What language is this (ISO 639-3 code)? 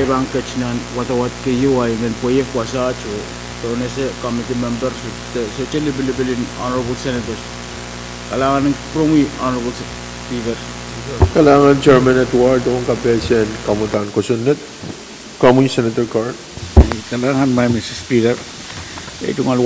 pon